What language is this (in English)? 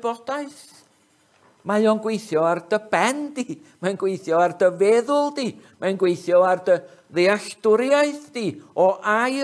Welsh